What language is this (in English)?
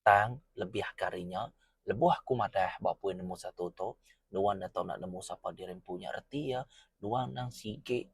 Iban